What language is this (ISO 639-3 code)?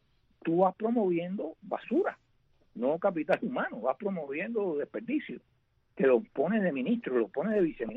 spa